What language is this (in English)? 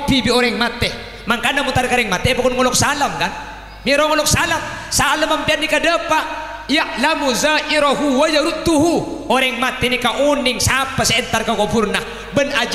Madurese